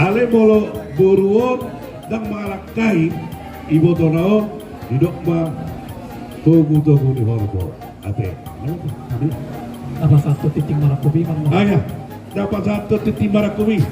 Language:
Batak Toba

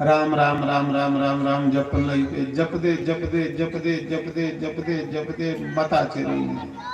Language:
Dogri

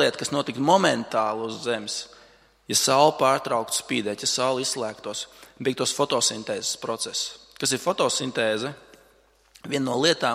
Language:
Latvian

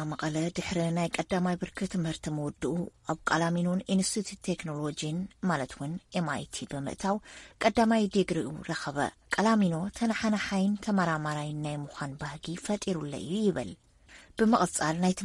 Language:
Tigrinya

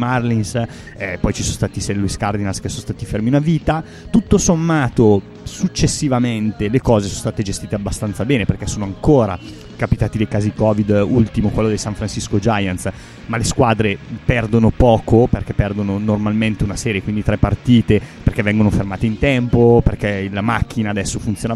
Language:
Italian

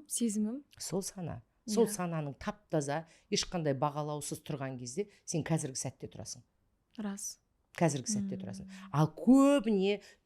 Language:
Kazakh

